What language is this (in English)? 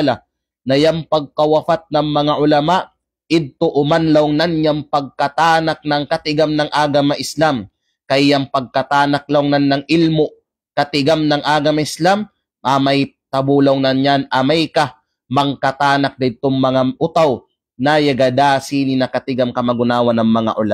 Kalagan